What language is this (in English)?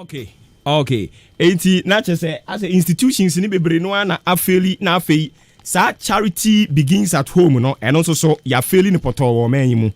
Akan